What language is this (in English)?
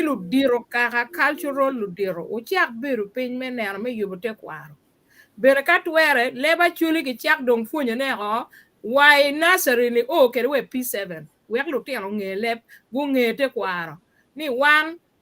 Acoli